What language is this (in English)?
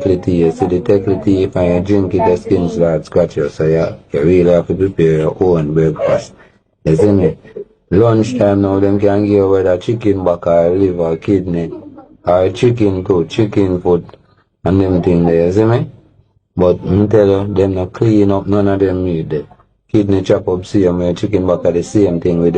Jamaican Creole English